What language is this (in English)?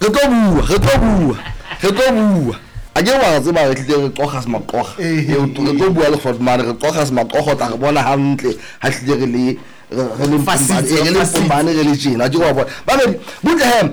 Southern Sotho